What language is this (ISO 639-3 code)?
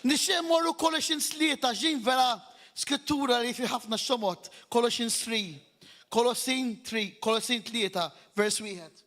mlt